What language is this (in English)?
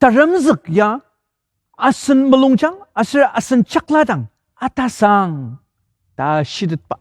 Ao Naga